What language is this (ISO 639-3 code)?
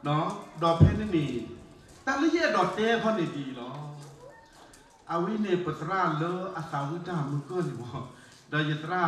ksw